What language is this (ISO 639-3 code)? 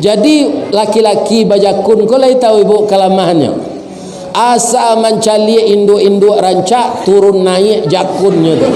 min